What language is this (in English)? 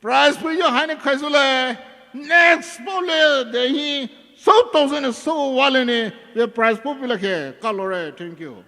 Poumei Naga